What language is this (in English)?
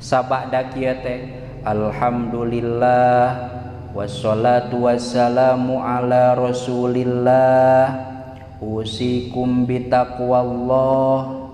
Sundanese